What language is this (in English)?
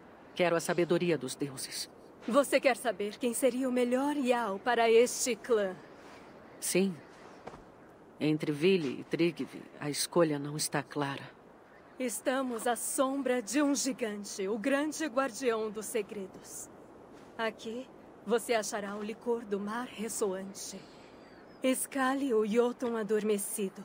Portuguese